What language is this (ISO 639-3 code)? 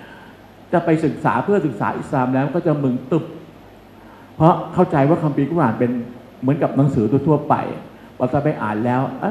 tha